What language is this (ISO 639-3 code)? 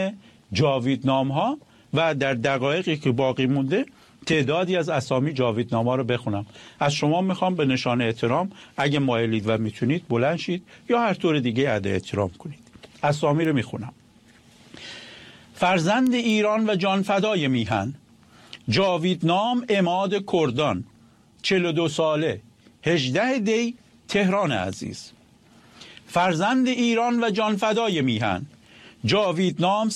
fas